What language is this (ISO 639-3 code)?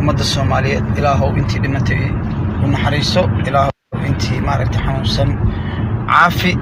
som